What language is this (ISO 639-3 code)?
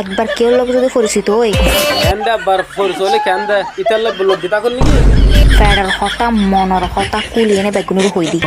rhg